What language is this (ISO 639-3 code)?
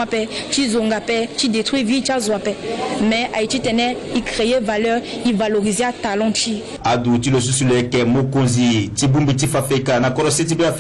sag